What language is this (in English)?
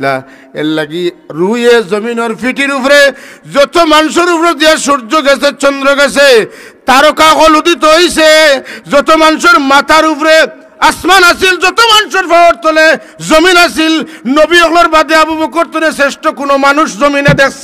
Sylheti